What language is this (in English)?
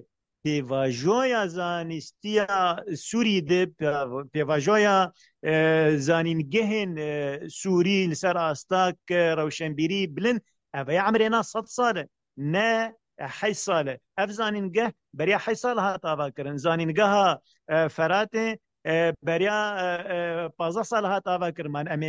Kurdish